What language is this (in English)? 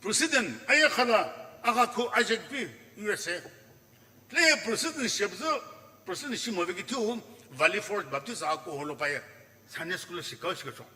Sumi Naga